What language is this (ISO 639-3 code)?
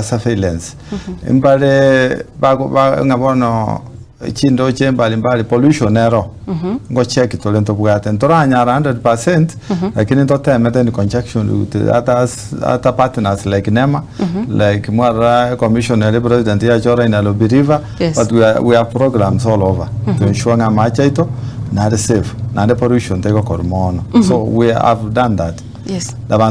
guz